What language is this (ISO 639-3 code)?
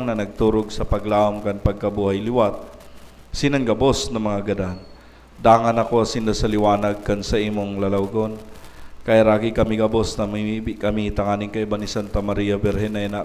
bik